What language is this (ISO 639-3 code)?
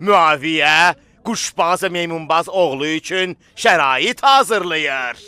aze